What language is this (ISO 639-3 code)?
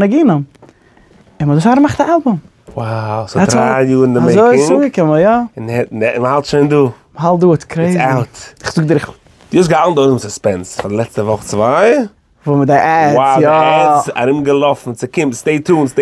yid